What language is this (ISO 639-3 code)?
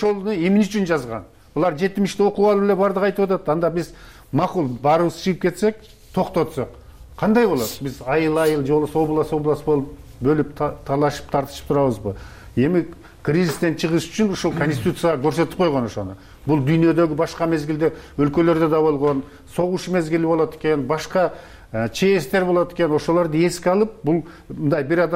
kir